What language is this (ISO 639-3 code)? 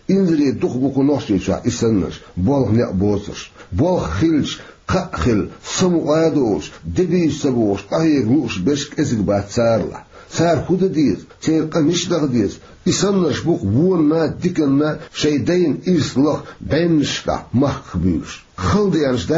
che